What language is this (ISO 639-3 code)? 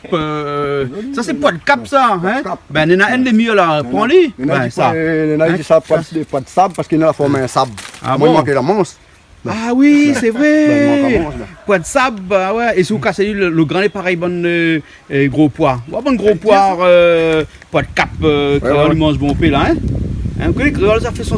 rcf